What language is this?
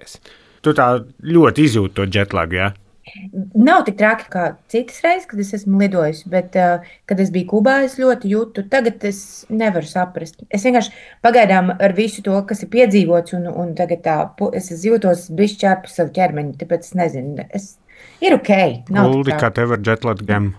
Latvian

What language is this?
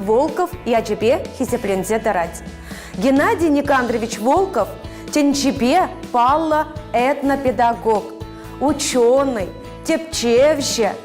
Chuvash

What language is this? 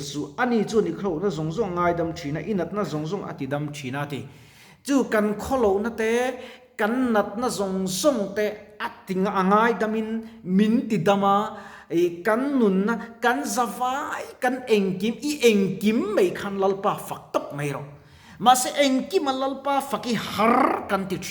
Mizo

